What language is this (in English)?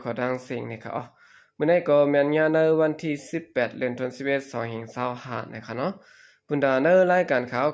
Shan